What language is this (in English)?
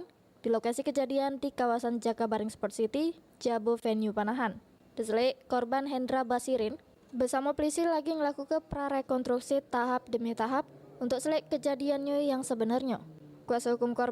Musi